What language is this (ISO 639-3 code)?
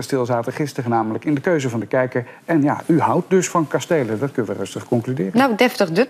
nld